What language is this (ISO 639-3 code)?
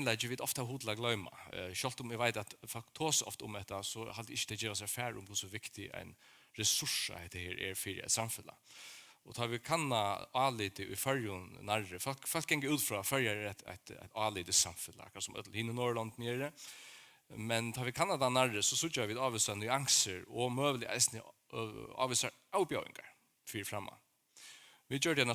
fao